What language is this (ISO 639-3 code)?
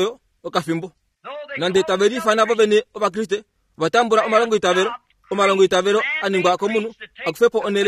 kua